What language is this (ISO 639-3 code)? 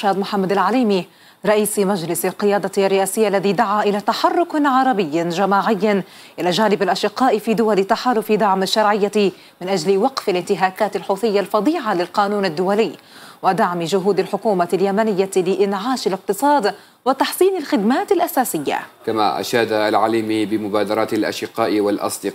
ara